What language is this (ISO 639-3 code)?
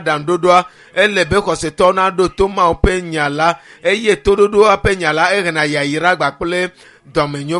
ewe